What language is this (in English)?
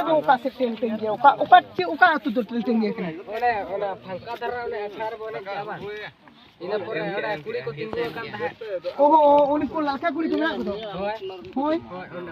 Santali